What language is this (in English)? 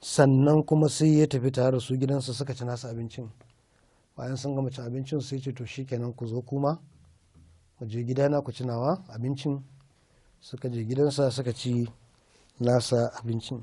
Hausa